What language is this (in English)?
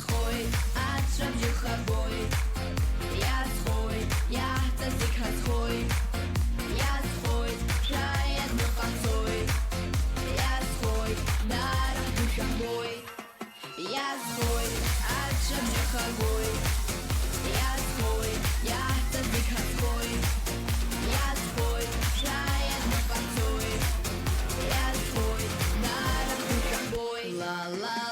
Abkhazian